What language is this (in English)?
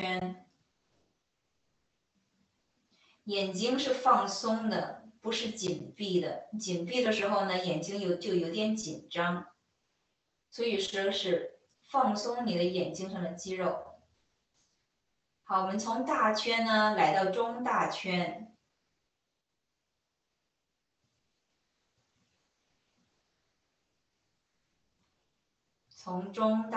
Chinese